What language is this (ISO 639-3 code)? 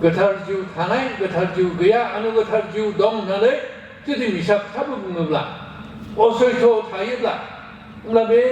brx